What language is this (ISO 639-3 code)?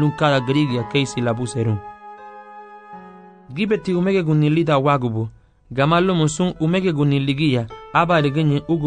cab